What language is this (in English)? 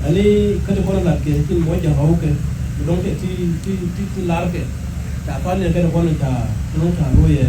Nuer